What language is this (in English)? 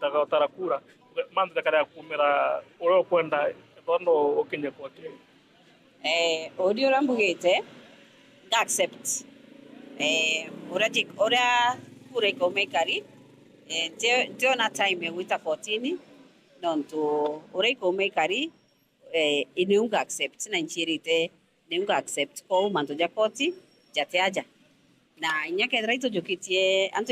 Meru